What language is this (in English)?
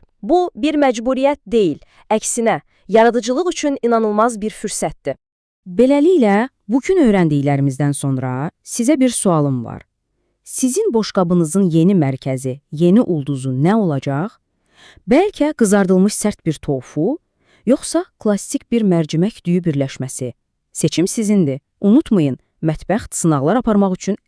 Azerbaijani